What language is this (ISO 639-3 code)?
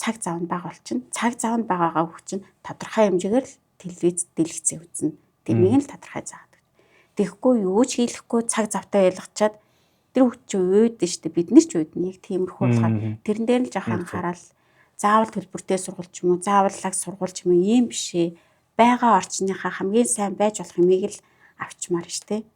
mon